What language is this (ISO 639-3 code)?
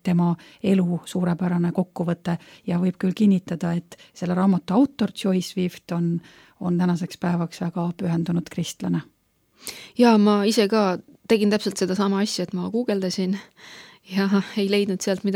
est